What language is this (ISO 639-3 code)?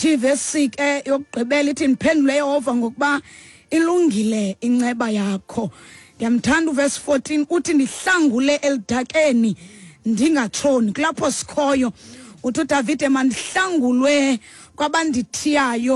xho